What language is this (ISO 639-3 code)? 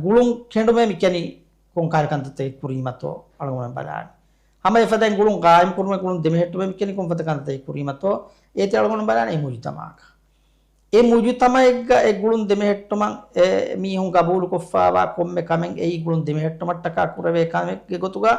div